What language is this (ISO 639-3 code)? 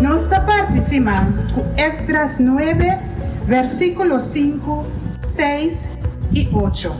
pap